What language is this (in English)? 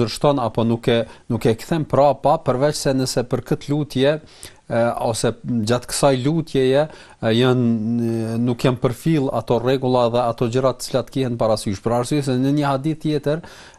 Albanian